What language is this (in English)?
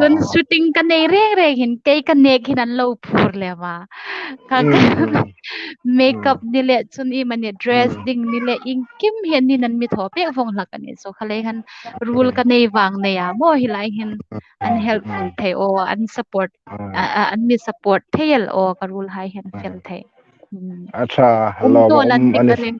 Hmar